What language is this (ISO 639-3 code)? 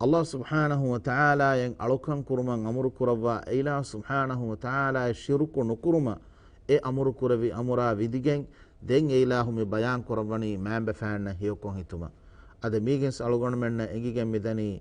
div